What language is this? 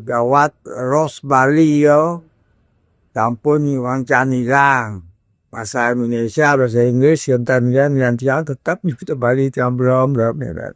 Balinese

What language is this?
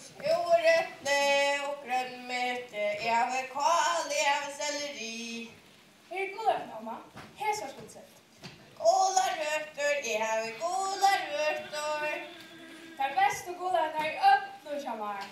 Faroese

